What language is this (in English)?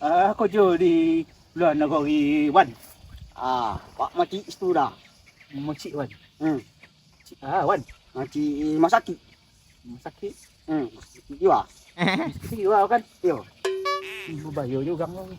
Minangkabau